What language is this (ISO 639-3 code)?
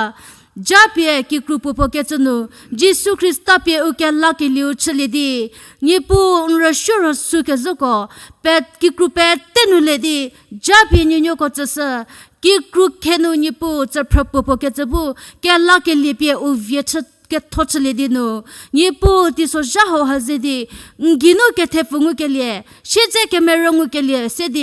njm